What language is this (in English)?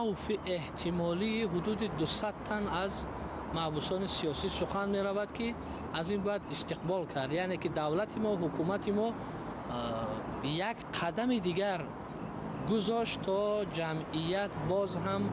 Tajik